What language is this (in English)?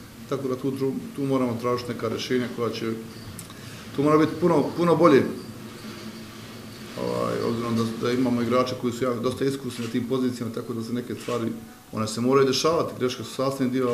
Bosnian